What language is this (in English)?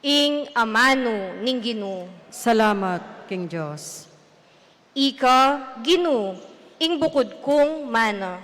Pampanga